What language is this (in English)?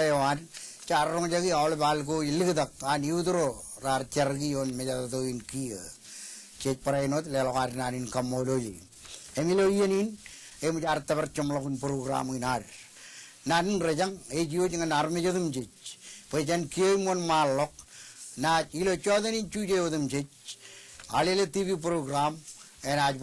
Marshallese